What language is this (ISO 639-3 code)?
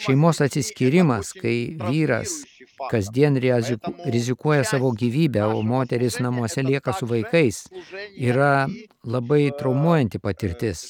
lit